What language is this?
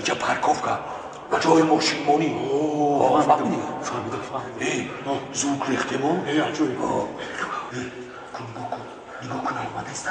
Tajik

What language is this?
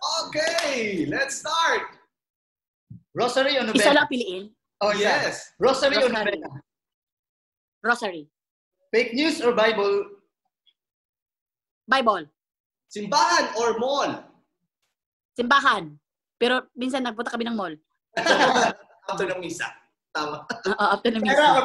Filipino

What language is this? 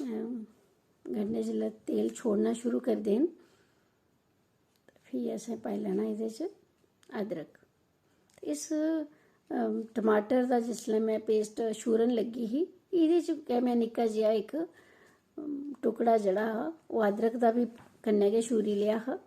Dogri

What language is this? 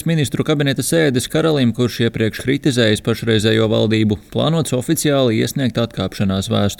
Latvian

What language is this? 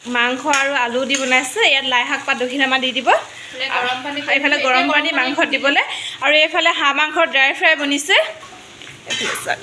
Assamese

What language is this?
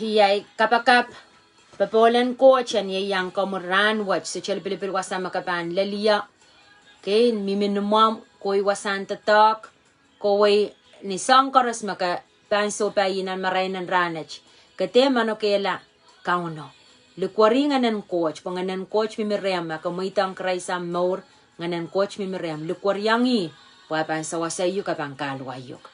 Pohnpeian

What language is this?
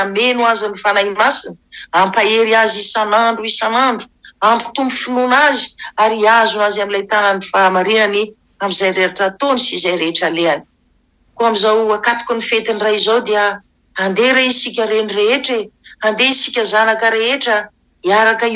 Malagasy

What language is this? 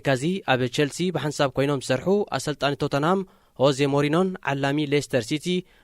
Tigrinya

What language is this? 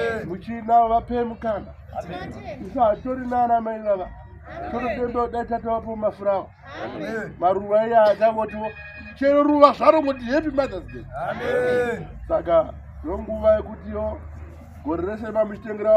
Shona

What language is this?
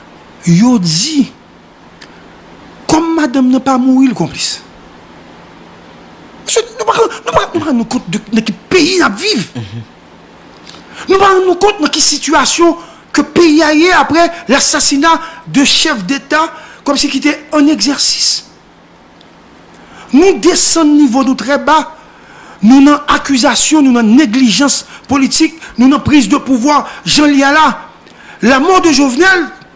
French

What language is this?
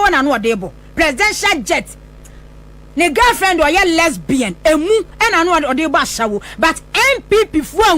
Akan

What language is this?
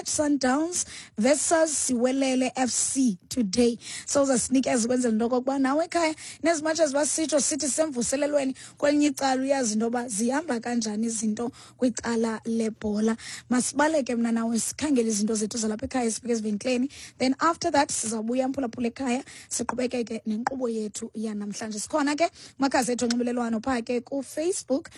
Xhosa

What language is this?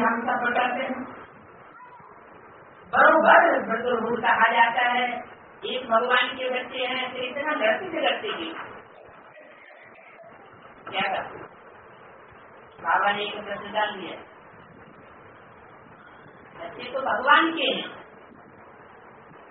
Hindi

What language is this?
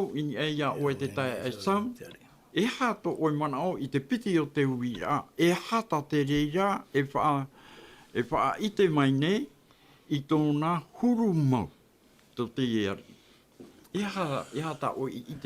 Tahitian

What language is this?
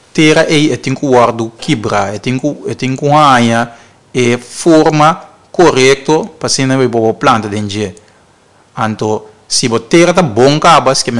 Papiamento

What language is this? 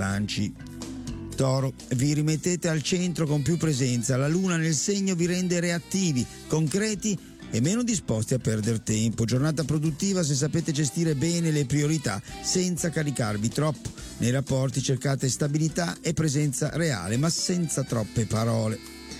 Italian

